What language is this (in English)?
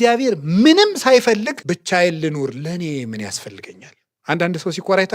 Amharic